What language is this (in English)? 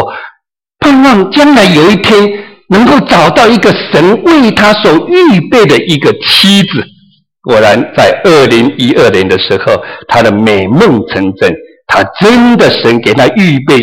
Chinese